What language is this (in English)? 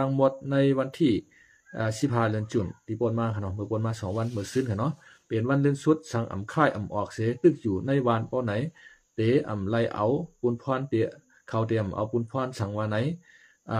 Shan